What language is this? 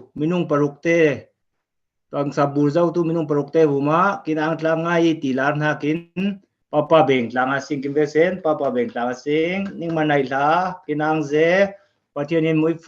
Falam Chin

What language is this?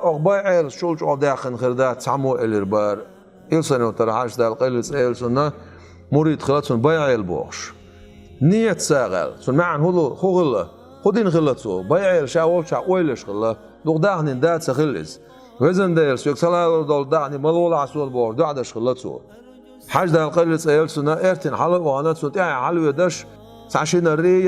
Chechen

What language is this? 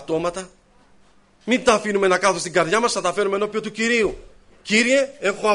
Greek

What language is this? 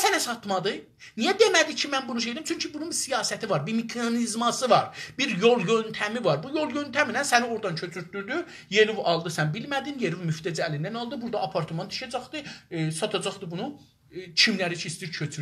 South Azerbaijani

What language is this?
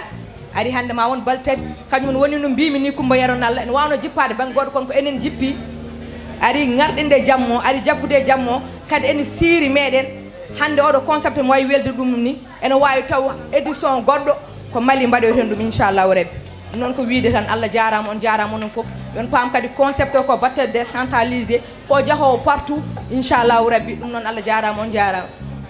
Fula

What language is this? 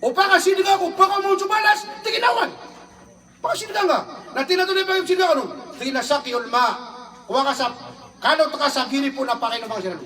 Maranao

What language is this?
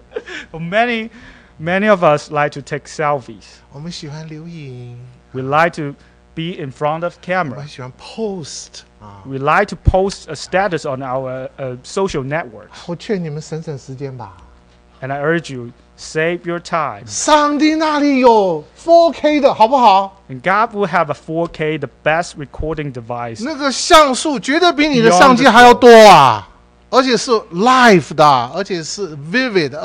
Chinese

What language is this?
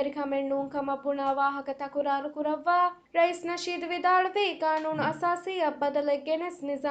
Divehi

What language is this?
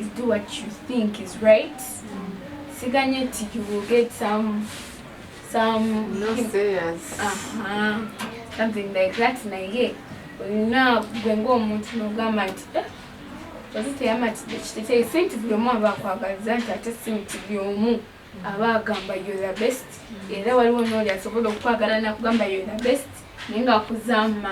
Ganda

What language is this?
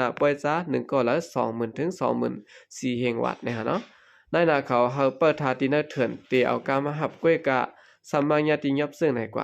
Shan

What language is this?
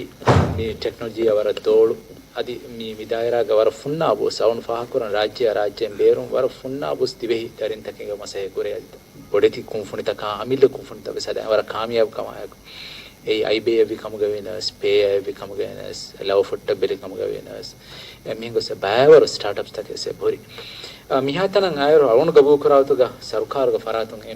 Divehi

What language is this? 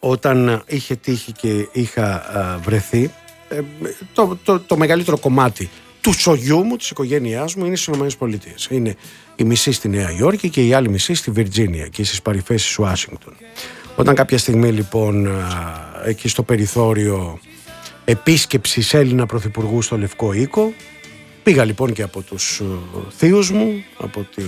Greek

